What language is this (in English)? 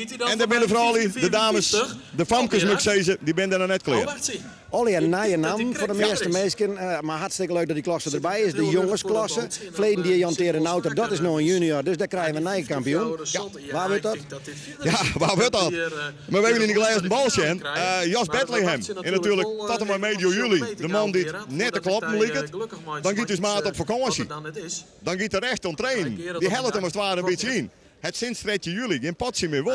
Western Frisian